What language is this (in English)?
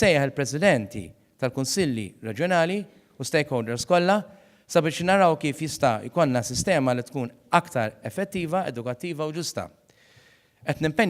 Maltese